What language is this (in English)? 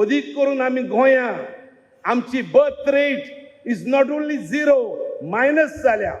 Konkani